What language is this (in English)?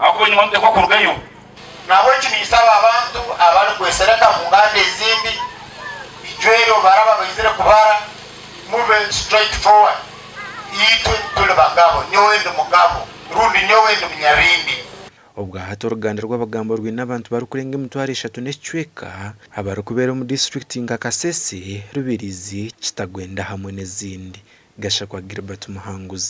Nyankole